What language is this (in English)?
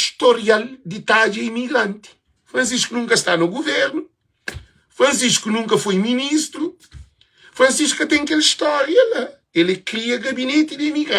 Kabuverdianu